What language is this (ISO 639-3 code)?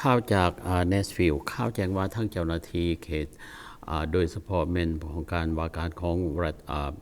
lao